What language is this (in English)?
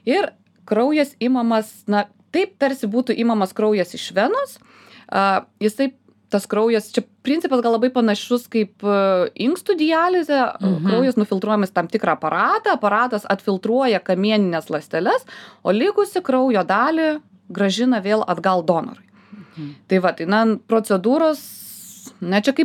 Lithuanian